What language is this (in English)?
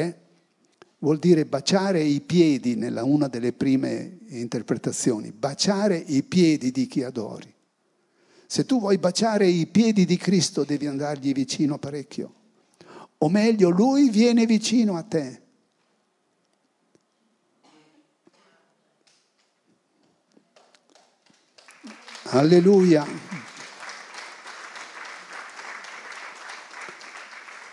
Italian